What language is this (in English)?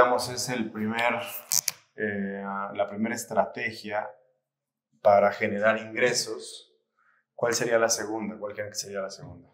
Spanish